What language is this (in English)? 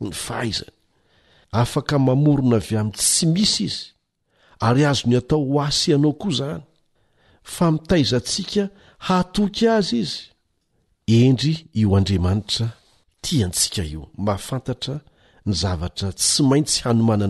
Malagasy